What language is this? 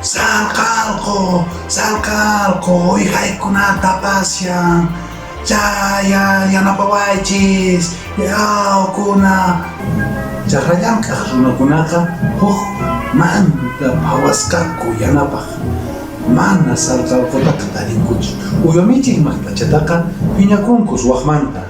Quechua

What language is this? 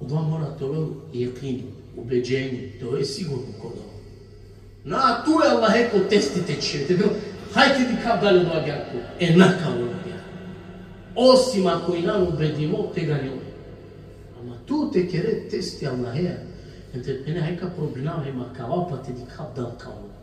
Balkan Romani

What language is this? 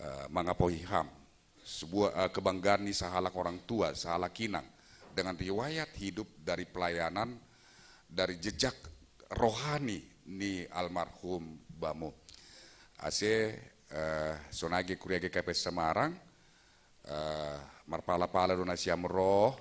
Batak Simalungun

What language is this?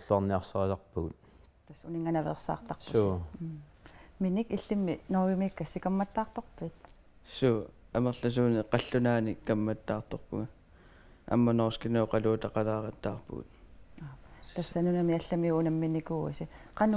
Kalaallisut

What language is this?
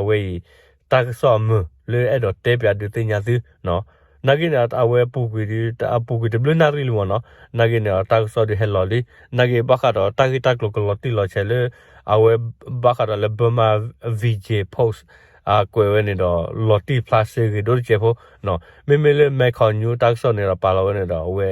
S'gaw Karen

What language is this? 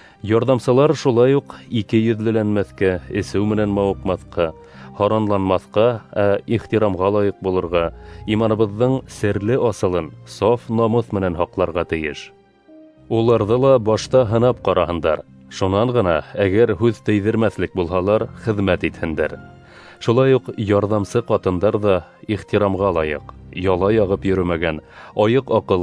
Bashkir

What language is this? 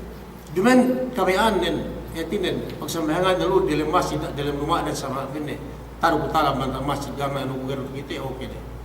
Yakan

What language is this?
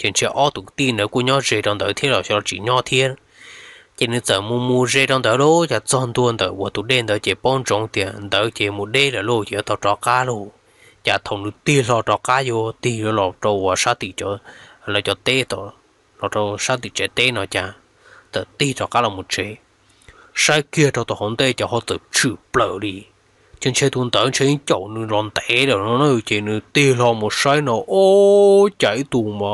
Hmong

